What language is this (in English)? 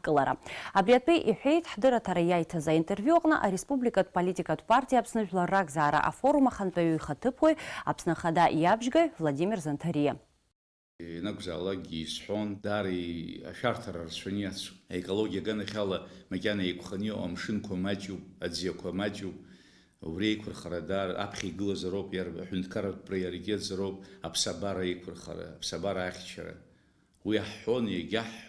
Abkhazian